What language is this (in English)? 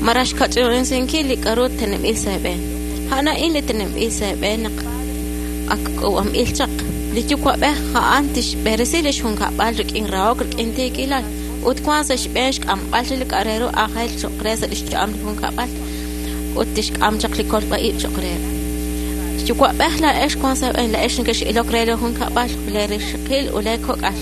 Kekchí